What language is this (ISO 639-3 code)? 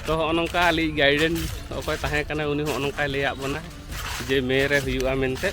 sat